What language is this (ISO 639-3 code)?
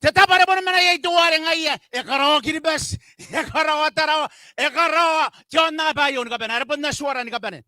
gil